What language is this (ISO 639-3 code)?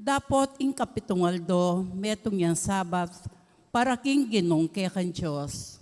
pam